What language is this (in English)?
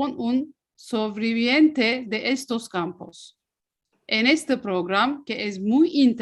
Ladino